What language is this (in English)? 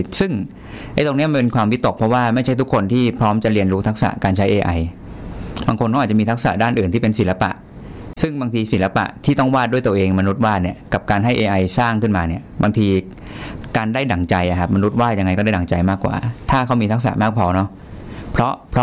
Thai